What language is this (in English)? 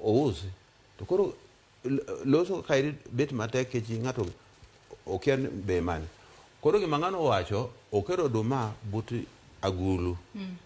Luo (Kenya and Tanzania)